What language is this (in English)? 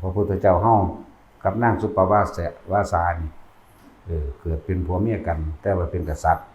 Northeastern Thai